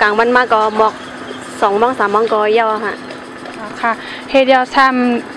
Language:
Shan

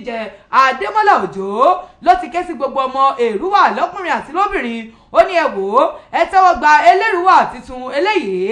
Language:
Yoruba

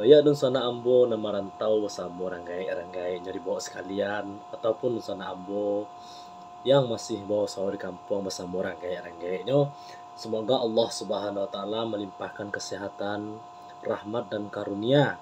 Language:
Minangkabau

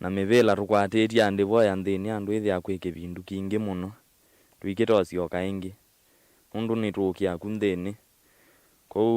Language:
Kamba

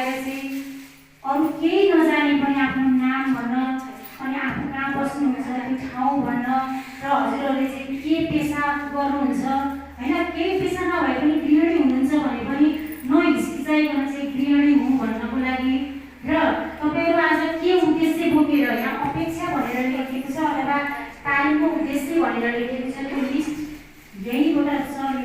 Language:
Nepali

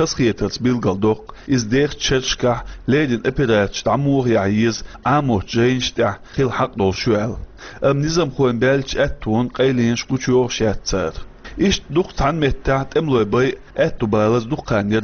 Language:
Chechen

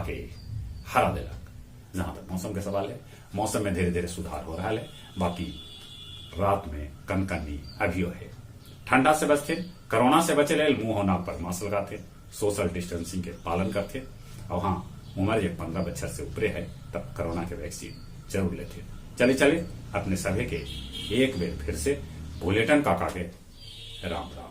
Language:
Magahi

